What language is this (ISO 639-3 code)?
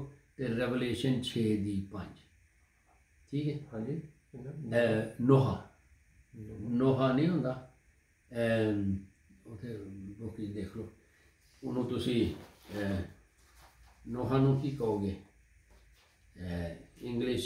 pan